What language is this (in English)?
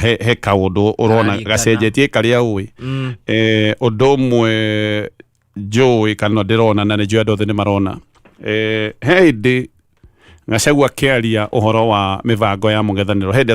Kikuyu